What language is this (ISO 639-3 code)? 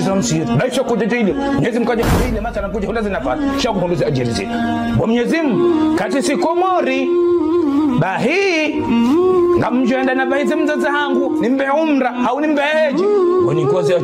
zdj